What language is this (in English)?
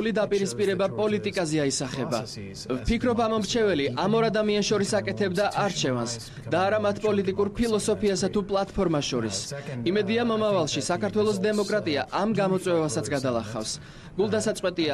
Georgian